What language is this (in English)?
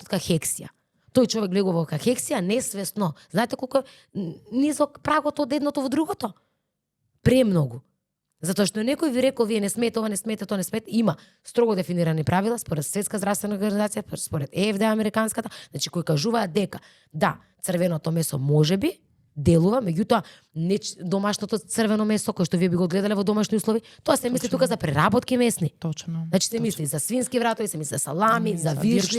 Macedonian